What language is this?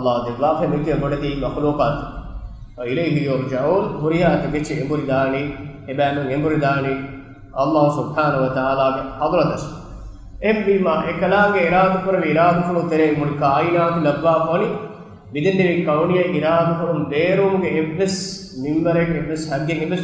Divehi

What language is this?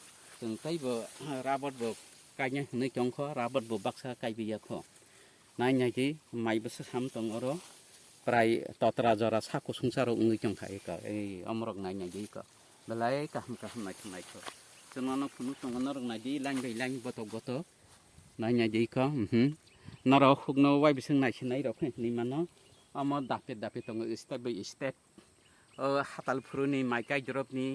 Kok Borok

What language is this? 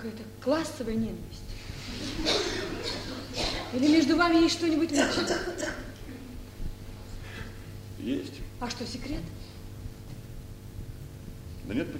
Russian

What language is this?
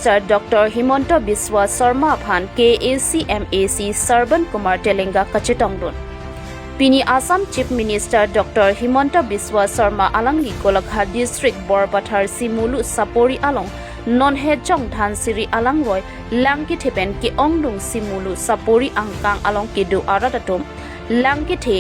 Karbi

